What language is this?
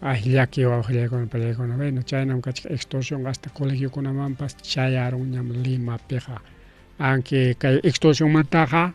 Ayacucho Quechua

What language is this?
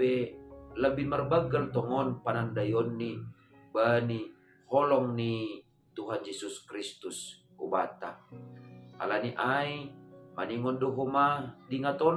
Batak Simalungun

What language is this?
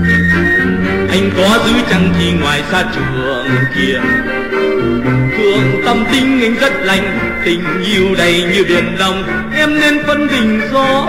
Vietnamese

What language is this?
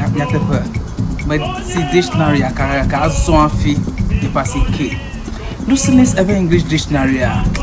Ewe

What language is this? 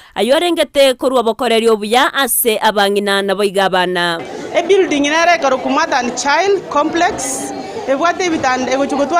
Gusii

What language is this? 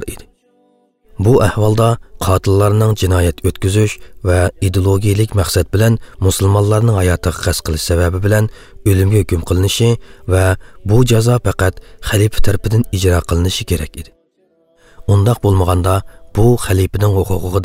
Uyghur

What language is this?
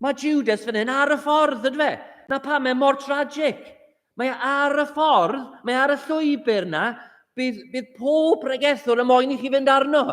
Welsh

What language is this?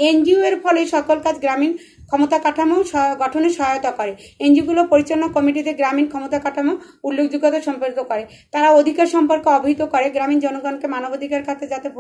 Bangla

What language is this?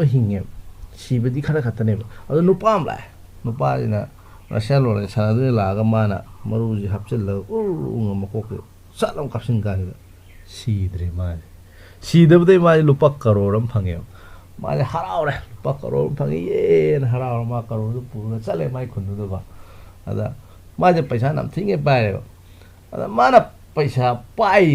Manipuri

